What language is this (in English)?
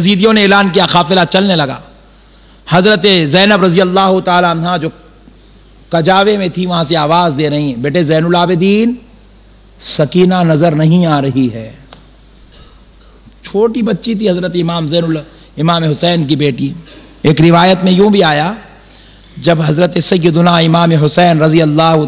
Urdu